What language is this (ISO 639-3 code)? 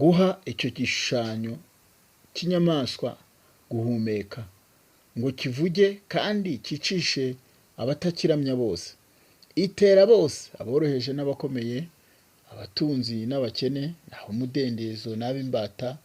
kin